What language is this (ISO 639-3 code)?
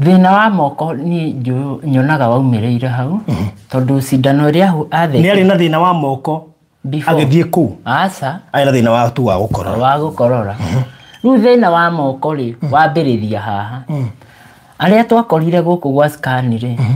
kik